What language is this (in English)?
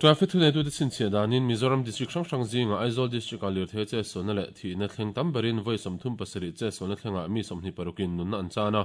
Mizo